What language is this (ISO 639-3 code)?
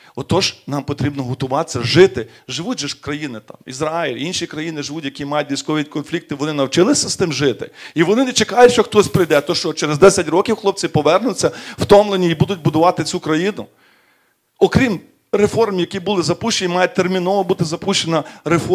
ukr